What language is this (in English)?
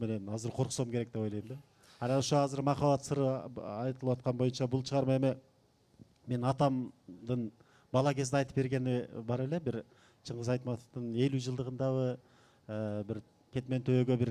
Kyrgyz